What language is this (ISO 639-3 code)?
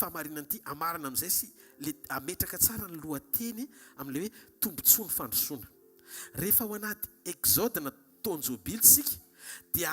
mlg